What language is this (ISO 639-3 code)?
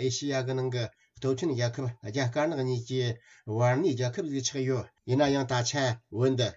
bod